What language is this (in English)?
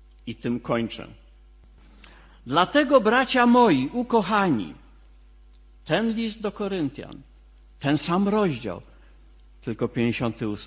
Polish